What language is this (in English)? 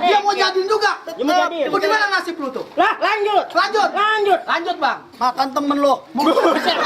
Betawi